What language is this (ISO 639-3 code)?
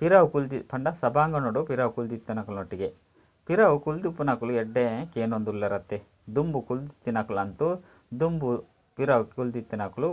tcy